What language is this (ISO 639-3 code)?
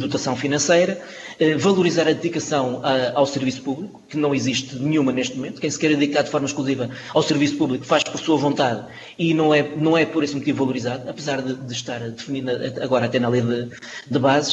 por